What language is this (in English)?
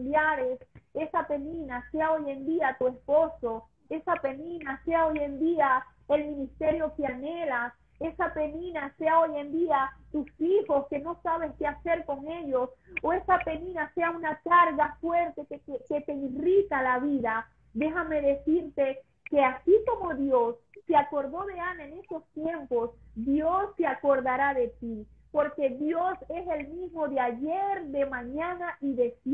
Spanish